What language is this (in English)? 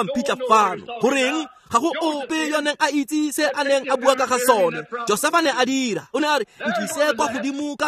Tswana